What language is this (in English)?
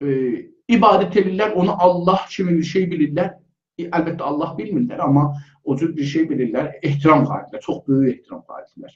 South Azerbaijani